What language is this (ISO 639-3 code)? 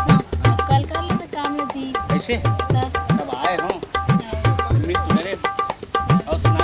hne